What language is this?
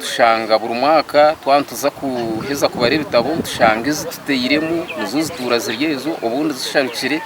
Nyankole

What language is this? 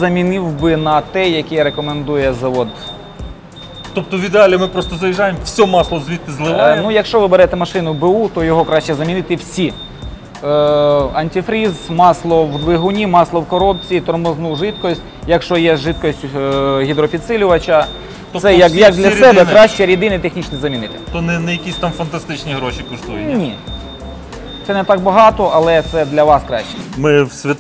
Ukrainian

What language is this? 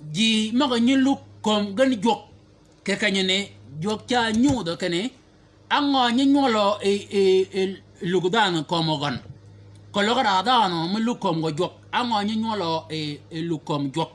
Shilluk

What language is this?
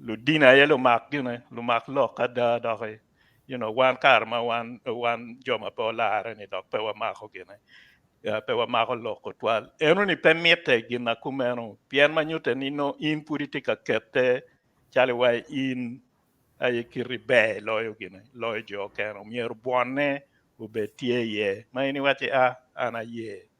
Acoli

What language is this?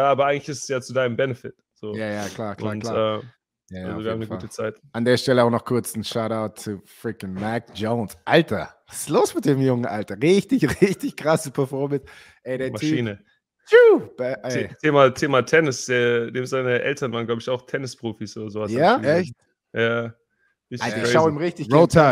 German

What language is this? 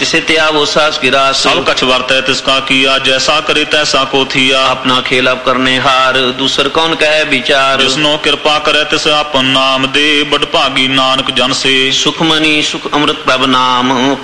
Punjabi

